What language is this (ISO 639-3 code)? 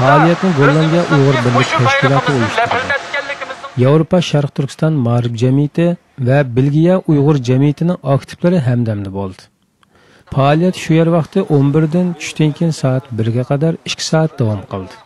uig